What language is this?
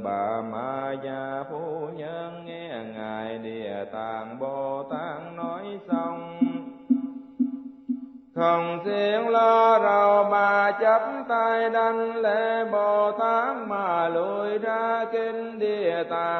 Vietnamese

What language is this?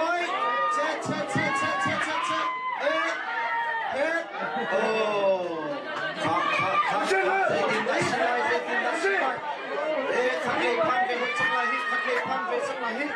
Hakha Chin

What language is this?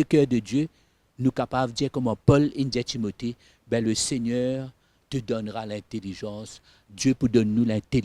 Morisyen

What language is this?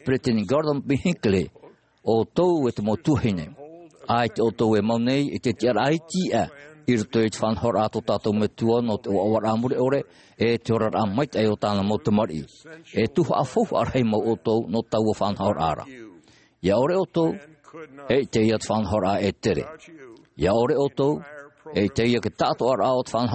Tahitian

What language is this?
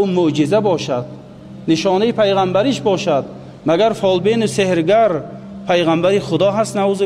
Tajik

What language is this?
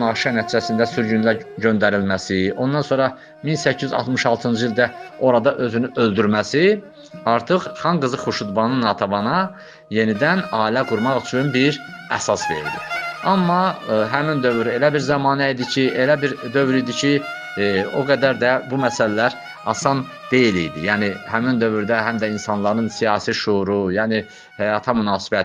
Azerbaijani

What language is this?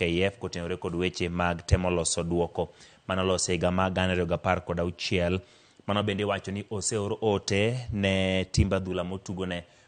Luo (Kenya and Tanzania)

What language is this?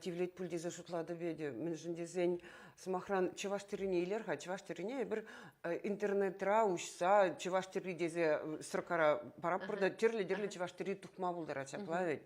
Chuvash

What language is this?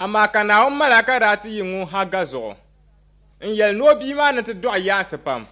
Dagbani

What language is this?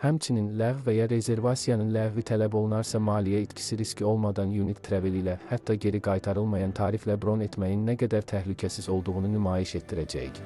Azerbaijani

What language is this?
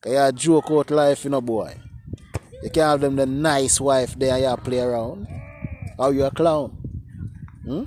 Jamaican Creole English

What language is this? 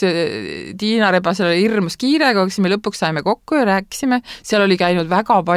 Estonian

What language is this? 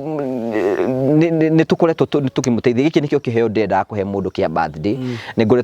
Kikuyu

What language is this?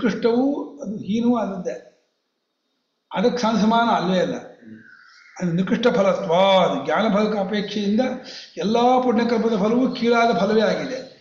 Kannada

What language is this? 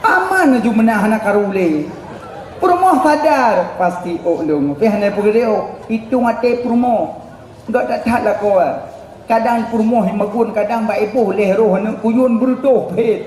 Achinese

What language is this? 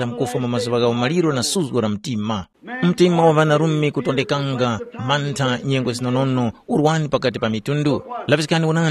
Tumbuka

